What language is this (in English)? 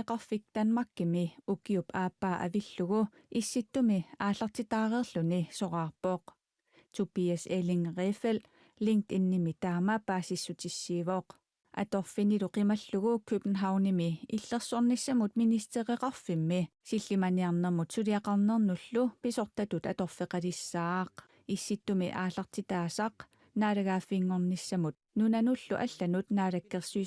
Kalaallisut